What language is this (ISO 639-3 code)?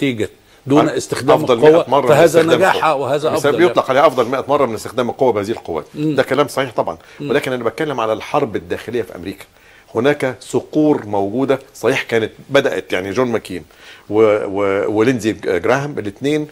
arz